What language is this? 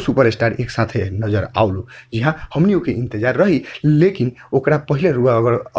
Bhojpuri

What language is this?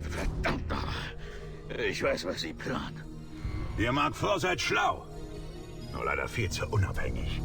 Bavarian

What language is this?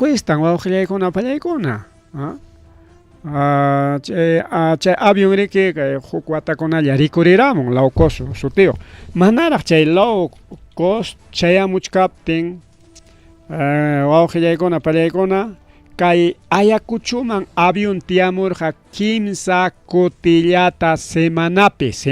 Ayacucho Quechua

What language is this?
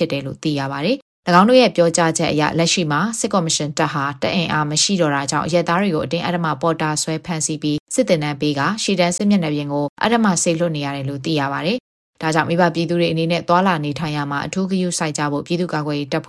Burmese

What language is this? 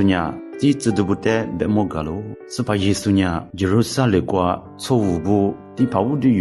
Lisu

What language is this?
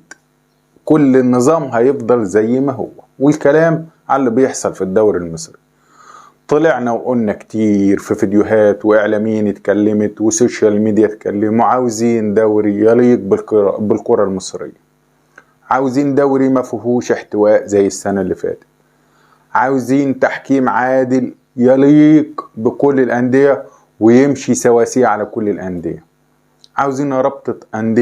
Egyptian Arabic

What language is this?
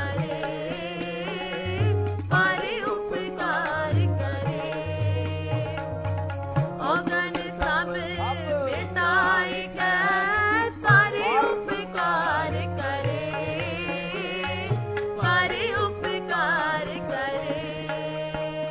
Punjabi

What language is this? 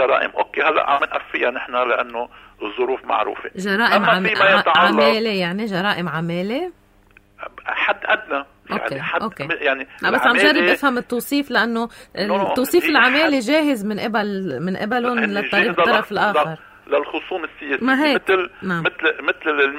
North Levantine Arabic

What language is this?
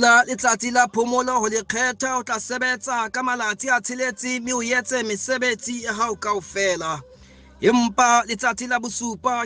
Southern Sotho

